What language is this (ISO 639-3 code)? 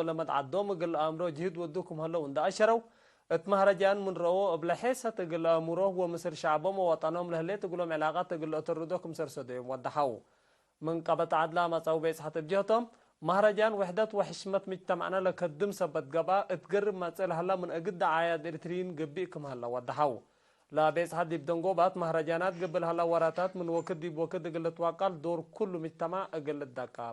tig